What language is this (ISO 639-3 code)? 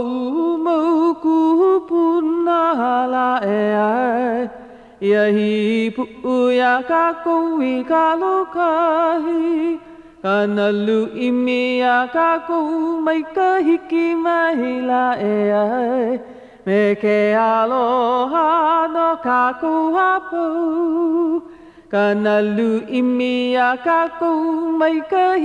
haw